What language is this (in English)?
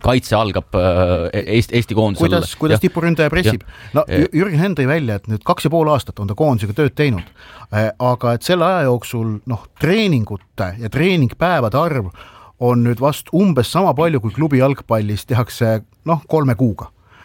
Estonian